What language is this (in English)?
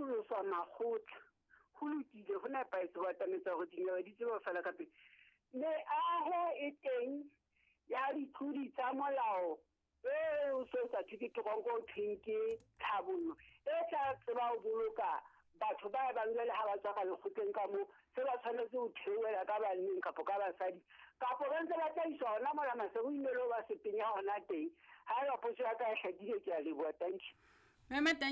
Southern Sotho